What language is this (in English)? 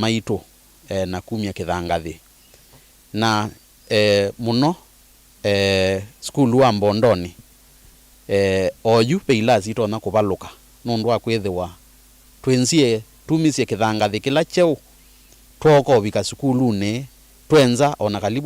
Kamba